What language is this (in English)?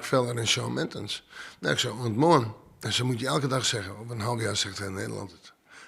Western Frisian